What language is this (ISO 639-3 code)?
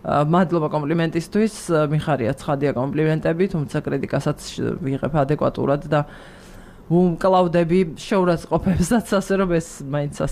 kat